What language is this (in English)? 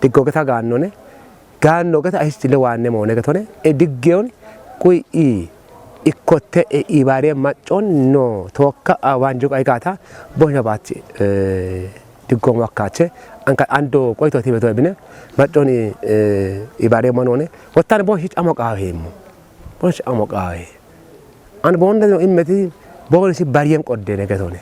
Kafa